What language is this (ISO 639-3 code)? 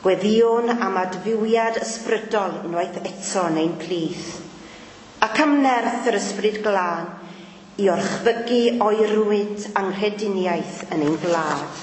cym